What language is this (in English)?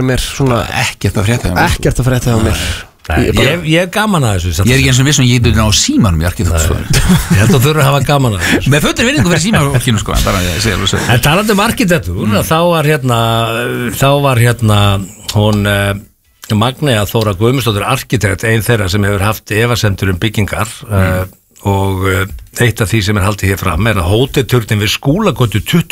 Icelandic